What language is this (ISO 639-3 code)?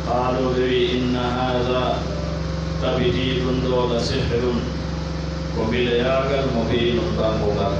fuf